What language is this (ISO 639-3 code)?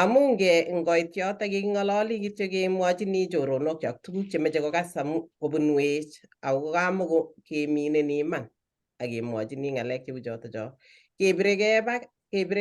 kln